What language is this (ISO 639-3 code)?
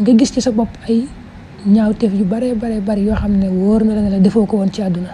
wol